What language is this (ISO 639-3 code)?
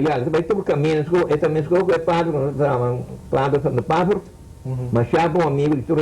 pap